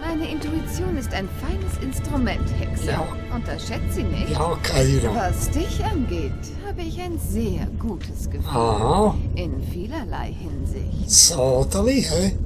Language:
Swiss German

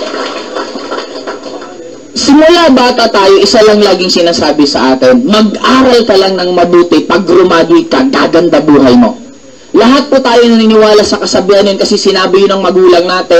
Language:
Filipino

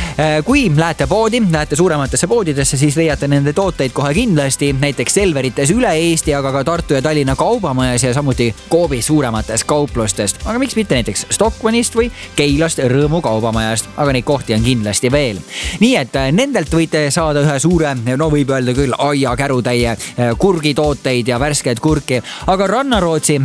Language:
Estonian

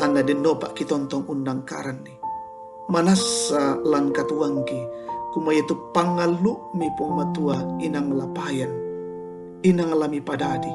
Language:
Toraja-Sa'dan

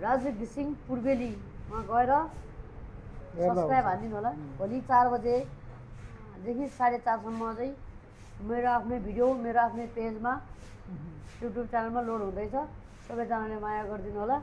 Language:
Nepali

